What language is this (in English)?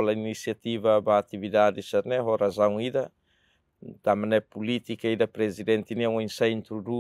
Tetum